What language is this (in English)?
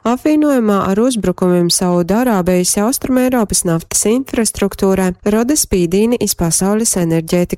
Latgalian